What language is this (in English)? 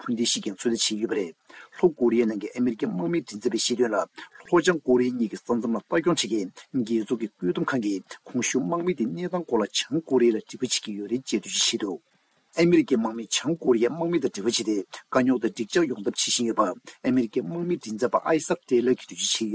Tibetan